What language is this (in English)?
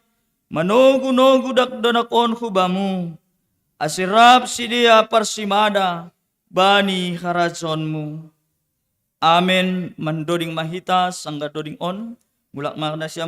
Batak Simalungun